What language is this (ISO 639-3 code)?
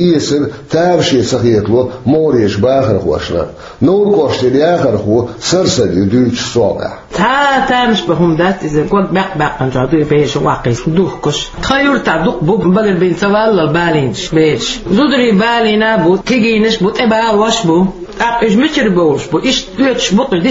che